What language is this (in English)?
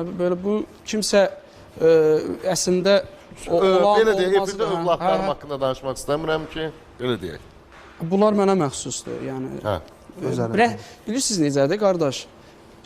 Azerbaijani